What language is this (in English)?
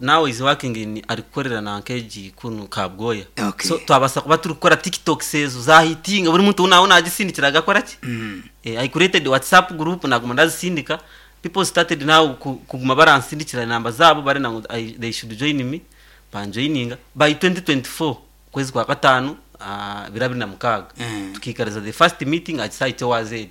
Nyankole